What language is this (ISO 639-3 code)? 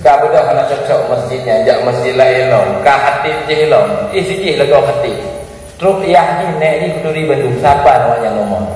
ace